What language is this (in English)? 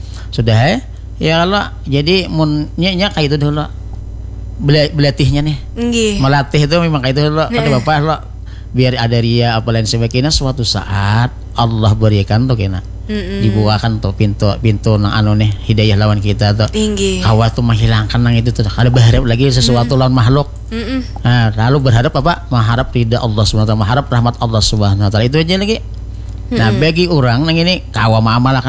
Banjar